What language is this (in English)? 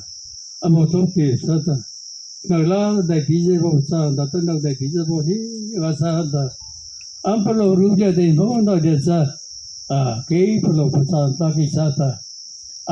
Mara Chin